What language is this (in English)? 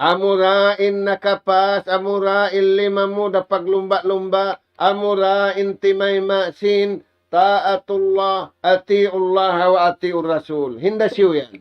Tausug